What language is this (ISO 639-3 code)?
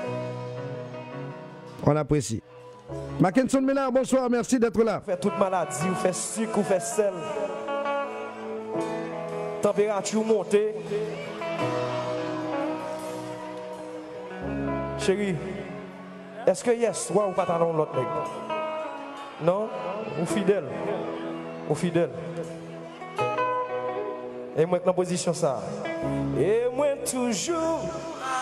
fra